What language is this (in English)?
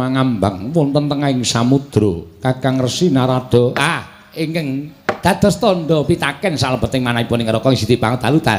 Javanese